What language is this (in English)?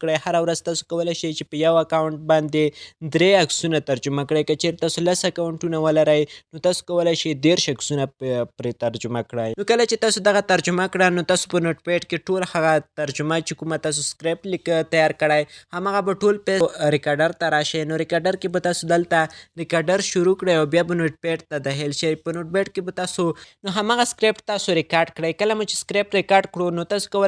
Pashto